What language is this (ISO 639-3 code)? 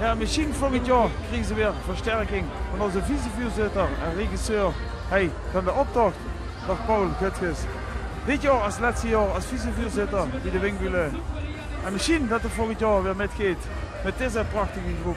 lim